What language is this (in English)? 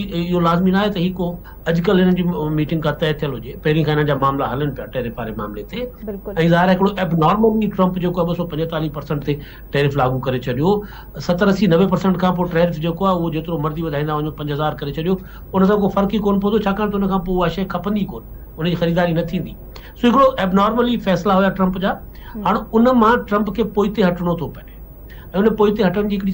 Sindhi